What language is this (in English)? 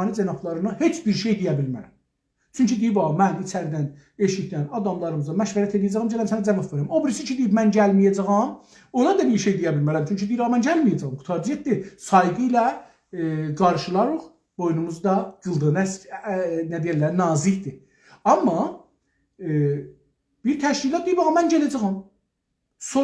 South Azerbaijani